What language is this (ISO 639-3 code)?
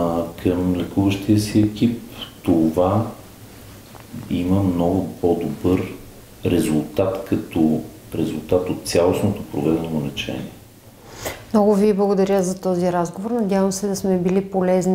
bul